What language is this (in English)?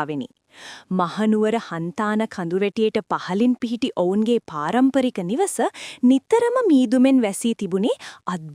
Sinhala